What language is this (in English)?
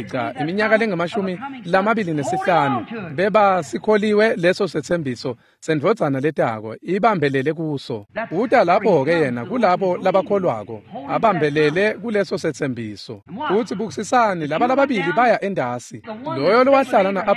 Swati